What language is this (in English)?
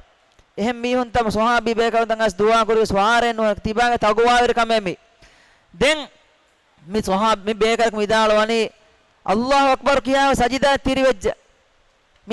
Divehi